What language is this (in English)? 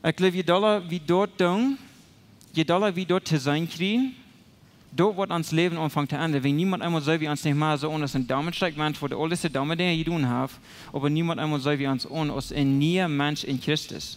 Plautdietsch